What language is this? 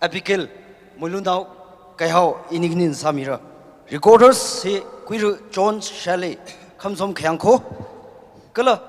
Tangkhul Naga (India)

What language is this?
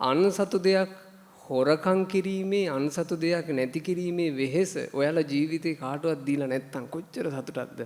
Sinhala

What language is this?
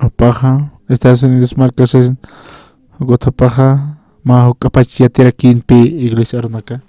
Aymara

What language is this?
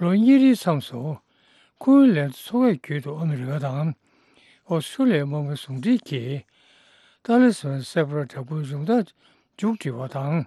Tibetan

